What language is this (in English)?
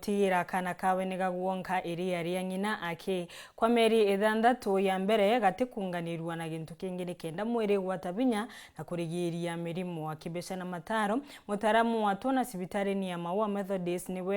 Meru